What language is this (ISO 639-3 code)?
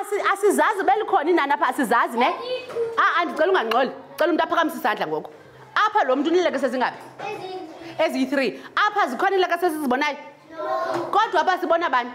xho